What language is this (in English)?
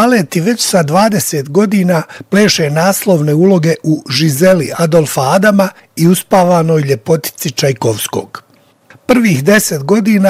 Bosnian